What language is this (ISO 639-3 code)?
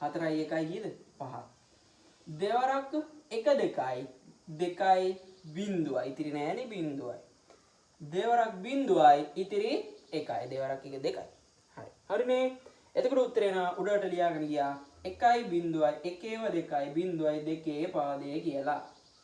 sin